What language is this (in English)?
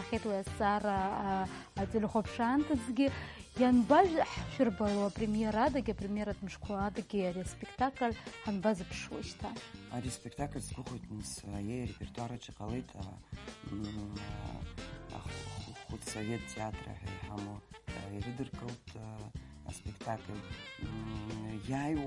Abkhazian